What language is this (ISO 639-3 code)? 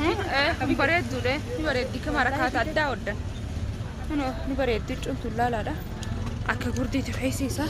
orm